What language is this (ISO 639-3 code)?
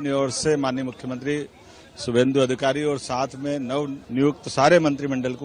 hin